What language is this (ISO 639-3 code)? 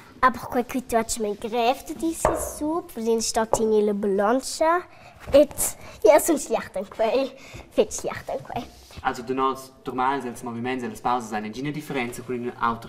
roh